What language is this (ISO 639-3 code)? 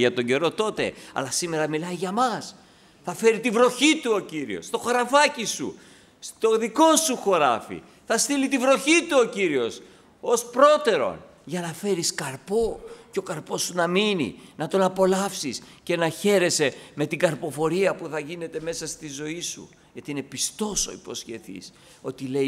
ell